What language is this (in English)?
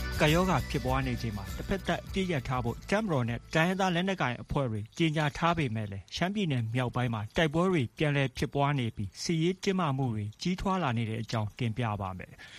Burmese